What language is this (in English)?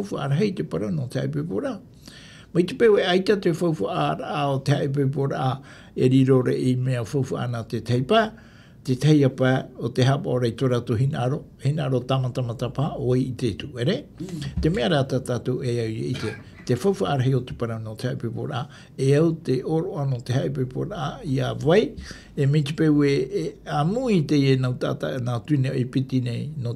Tahitian